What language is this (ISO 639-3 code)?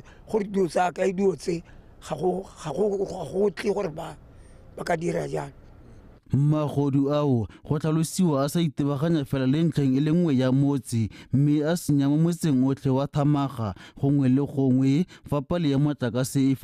tsn